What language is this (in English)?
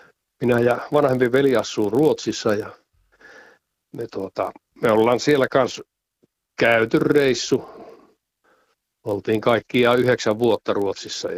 Finnish